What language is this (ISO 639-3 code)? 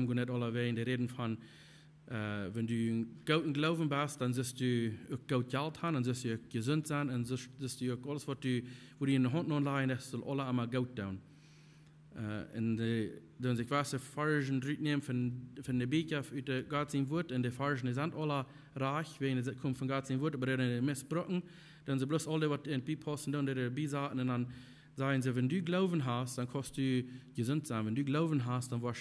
pdt